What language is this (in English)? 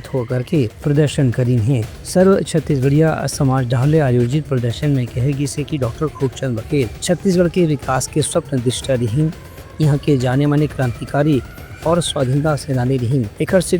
Chhattisgarhi